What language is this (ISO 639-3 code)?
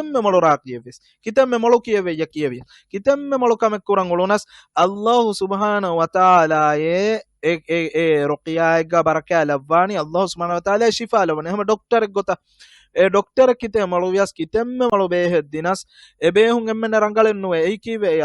div